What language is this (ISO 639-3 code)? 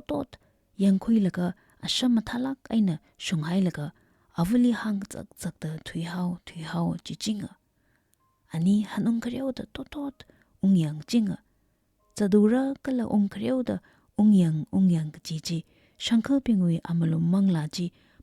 nmf